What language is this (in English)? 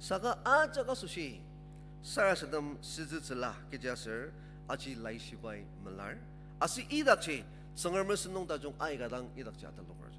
Ao Naga